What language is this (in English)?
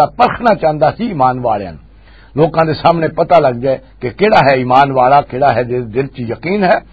Western Panjabi